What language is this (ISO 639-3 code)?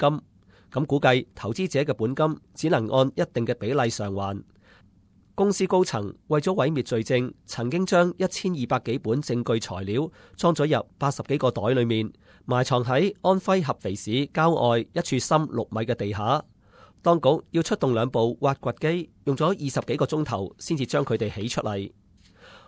yue